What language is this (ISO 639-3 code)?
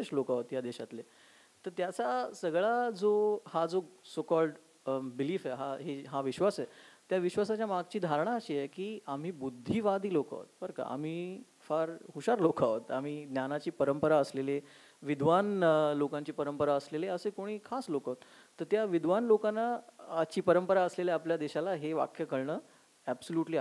mar